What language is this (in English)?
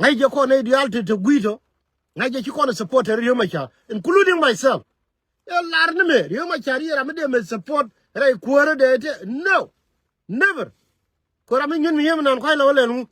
Nuer